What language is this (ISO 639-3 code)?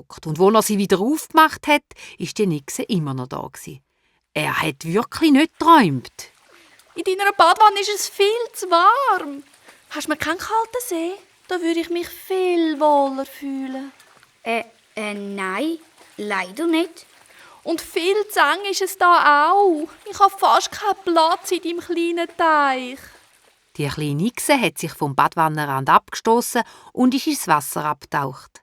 gsw